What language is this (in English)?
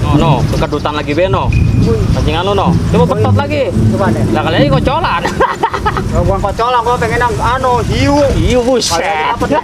Betawi